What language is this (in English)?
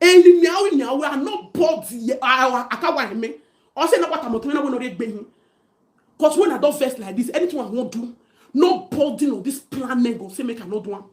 Nigerian Pidgin